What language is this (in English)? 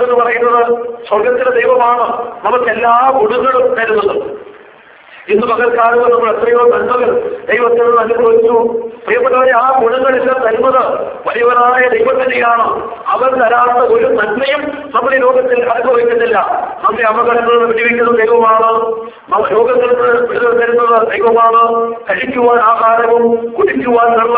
Malayalam